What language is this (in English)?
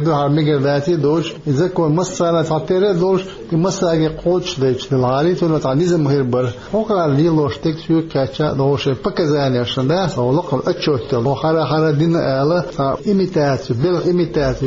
Chechen